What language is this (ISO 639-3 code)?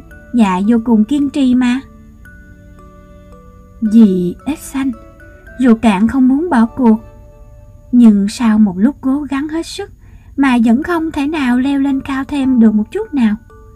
vie